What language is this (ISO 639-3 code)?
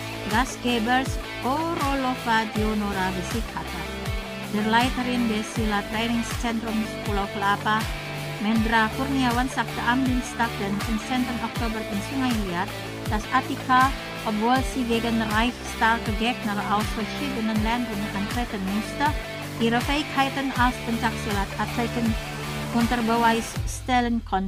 deu